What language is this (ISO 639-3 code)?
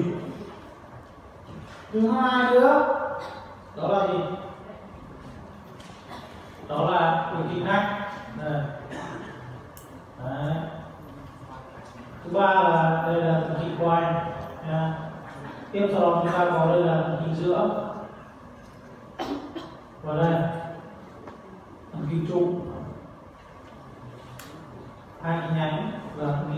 vie